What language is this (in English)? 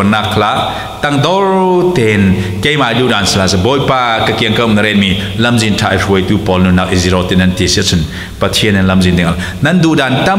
Falam Chin